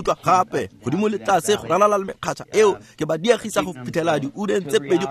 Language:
Tswana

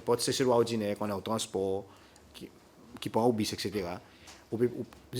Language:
Seselwa Creole French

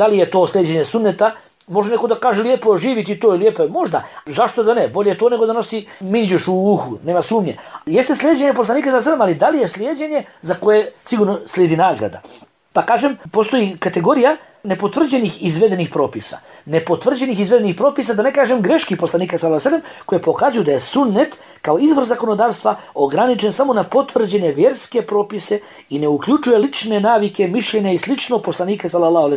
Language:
Bosnian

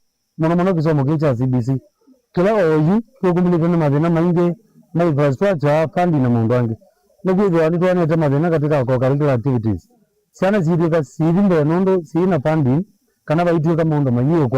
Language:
Kamba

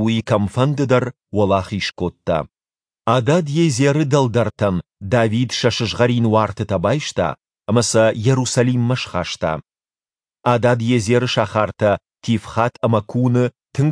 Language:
Ossetic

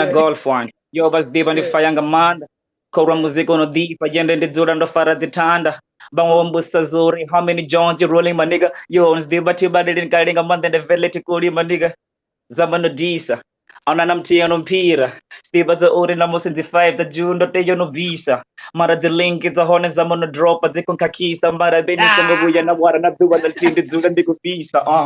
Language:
Venda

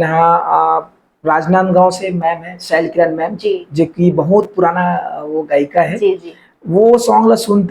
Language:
Chhattisgarhi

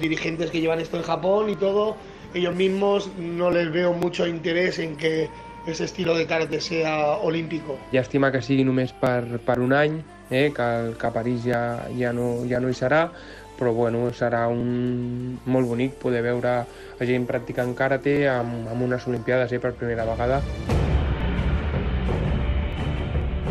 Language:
Catalan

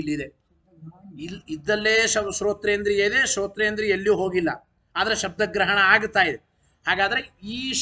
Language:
Kannada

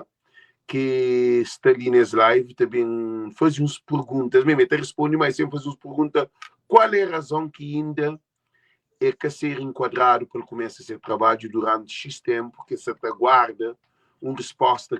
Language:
Kabuverdianu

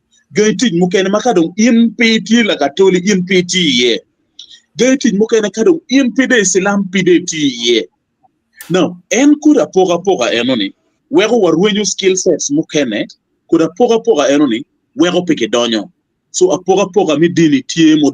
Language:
Acoli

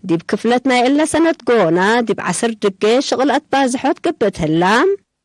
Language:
Tigre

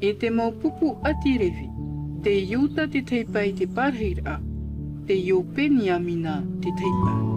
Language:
Tahitian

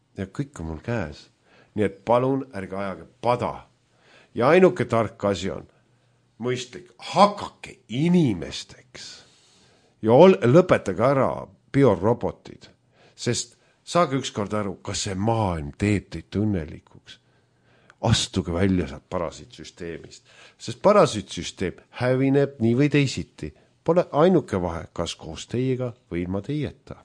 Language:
Estonian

